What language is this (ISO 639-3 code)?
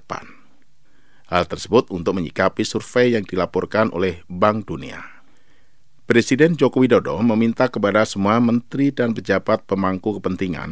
ind